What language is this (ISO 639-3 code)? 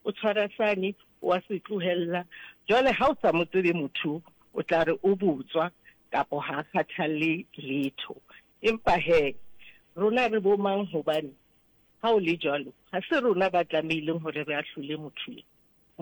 sot